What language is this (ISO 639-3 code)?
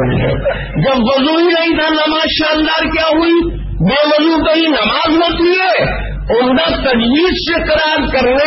urd